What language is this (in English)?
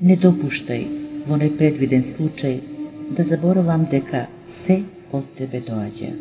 Macedonian